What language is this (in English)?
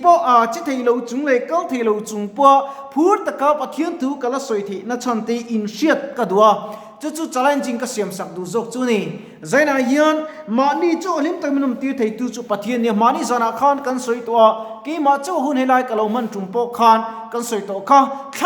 Mizo